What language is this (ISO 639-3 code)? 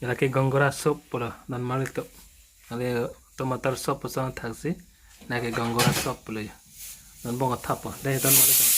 mjw